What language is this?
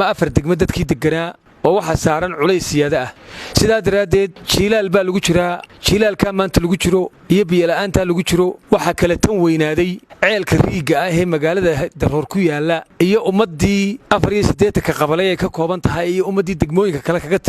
Somali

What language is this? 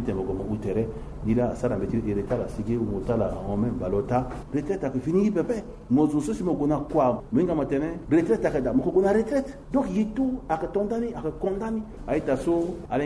Sango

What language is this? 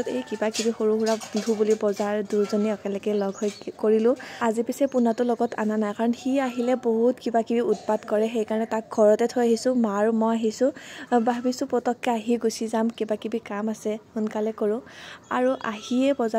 Assamese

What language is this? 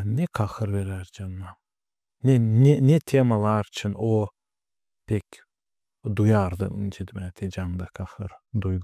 Gagauz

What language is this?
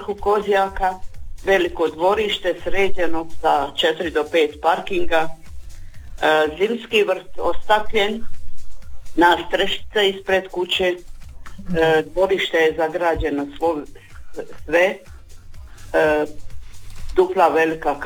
Croatian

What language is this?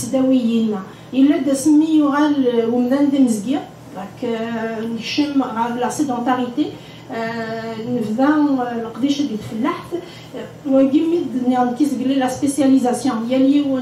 Kabyle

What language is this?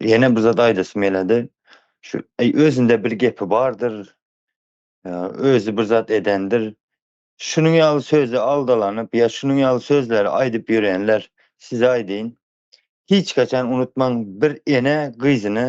Turkmen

